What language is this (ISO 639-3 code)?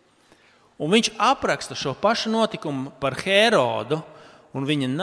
lav